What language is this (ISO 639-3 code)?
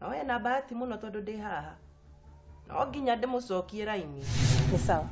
kik